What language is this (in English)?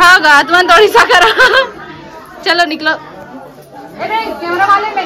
Chhattisgarhi